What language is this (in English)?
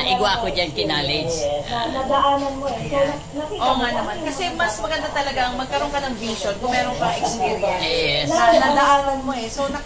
Bikol